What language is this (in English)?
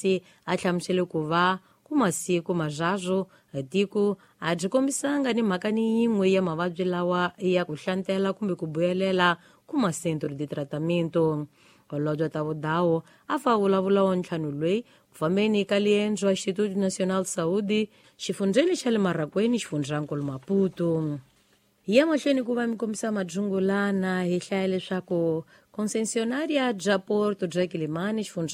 Tsonga